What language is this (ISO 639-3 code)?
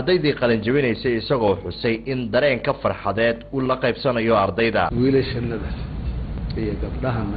som